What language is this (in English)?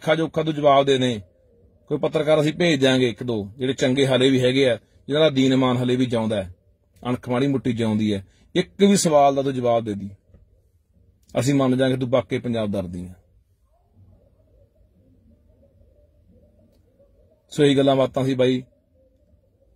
Punjabi